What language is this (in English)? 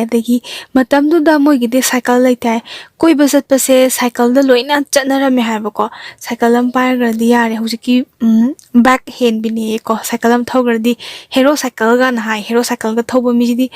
Manipuri